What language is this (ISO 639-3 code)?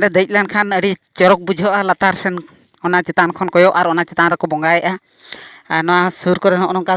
sat